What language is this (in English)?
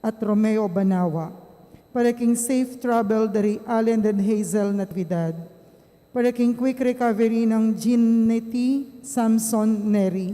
Pampanga